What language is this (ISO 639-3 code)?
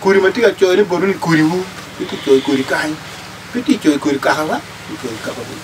ach